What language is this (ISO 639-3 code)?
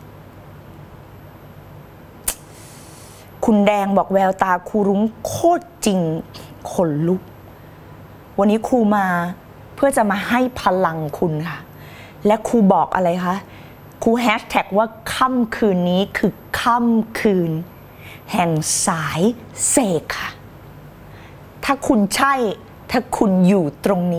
tha